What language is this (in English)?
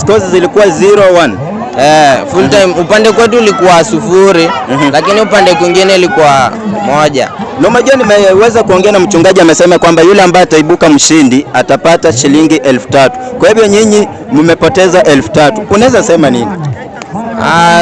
Swahili